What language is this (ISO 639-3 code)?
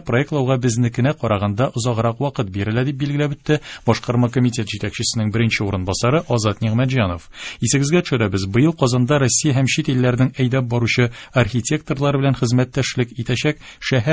tat